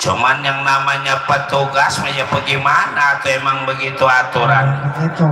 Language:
Betawi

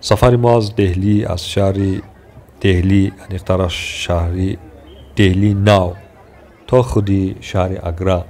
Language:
Tajik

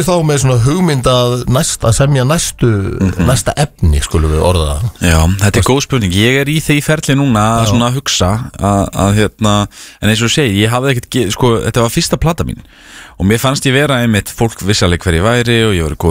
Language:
Icelandic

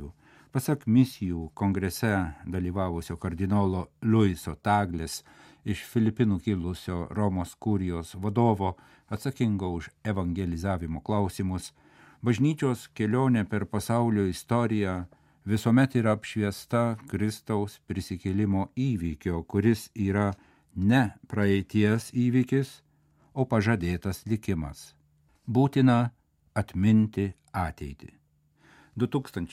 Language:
Lithuanian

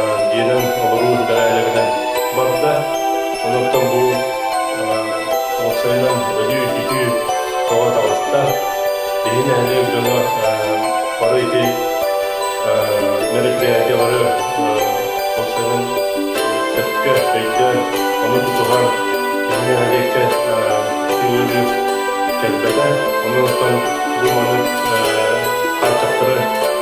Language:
Yakut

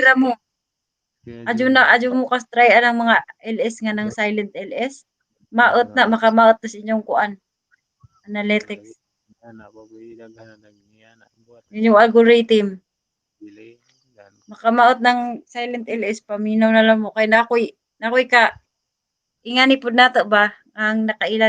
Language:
Cebuano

